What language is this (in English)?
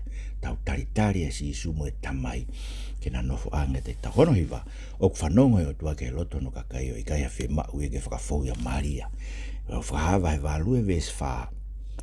Tongan